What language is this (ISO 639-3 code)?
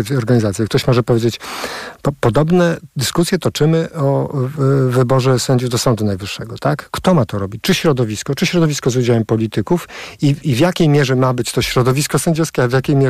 pol